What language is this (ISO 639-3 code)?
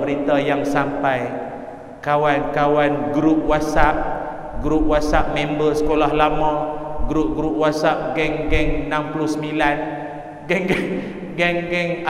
msa